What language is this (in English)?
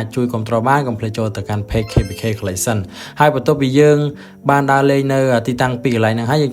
Khmer